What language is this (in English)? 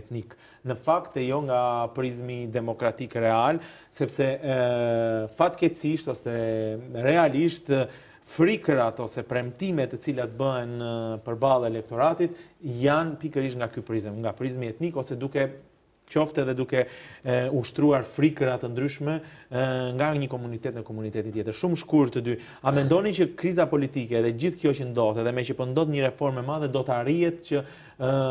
Albanian